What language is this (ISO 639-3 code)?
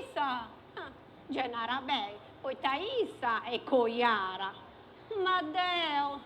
srd